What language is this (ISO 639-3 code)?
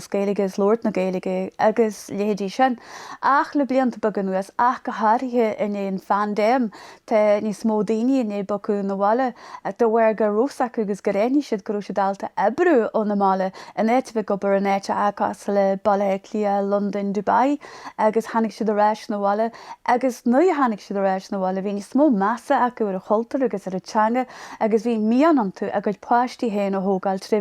gle